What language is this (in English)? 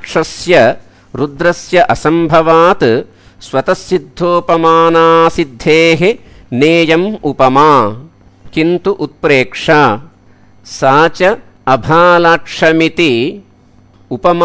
Sanskrit